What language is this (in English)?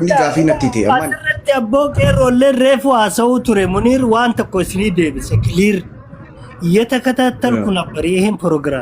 Oromo